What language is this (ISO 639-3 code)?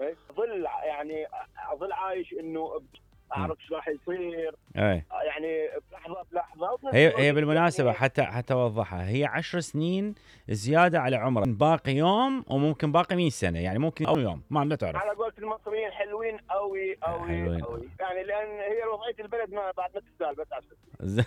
acm